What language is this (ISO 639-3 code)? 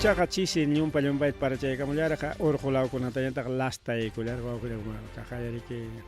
quy